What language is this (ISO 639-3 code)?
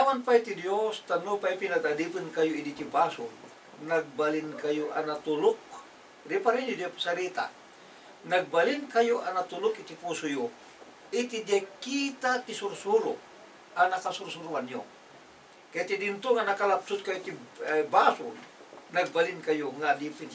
ilo